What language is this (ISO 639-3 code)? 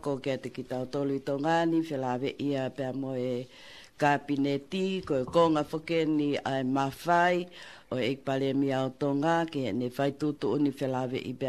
ton